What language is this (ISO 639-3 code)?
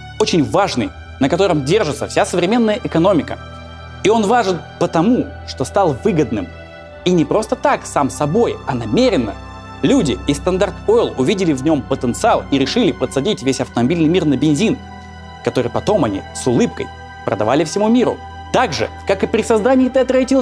rus